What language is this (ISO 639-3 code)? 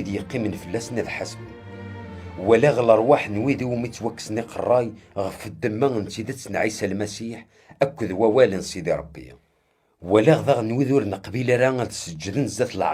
kab